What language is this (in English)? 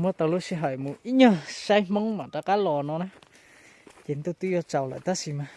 Hmong